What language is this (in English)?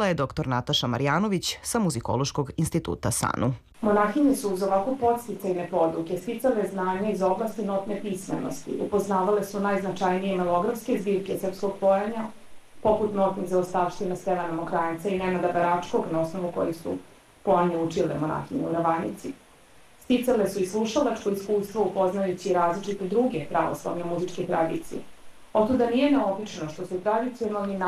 Serbian